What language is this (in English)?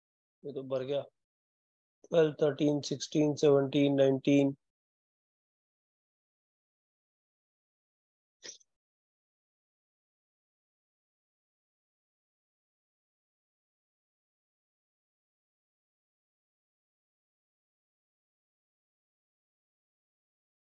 Hindi